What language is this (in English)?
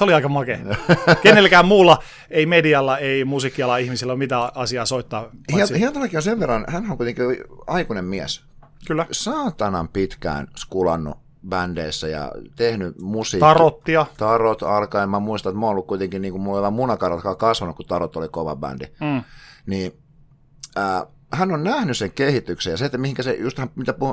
Finnish